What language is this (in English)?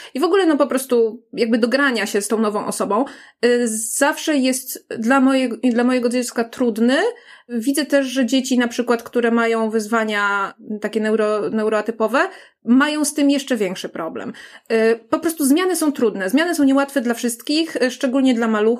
Polish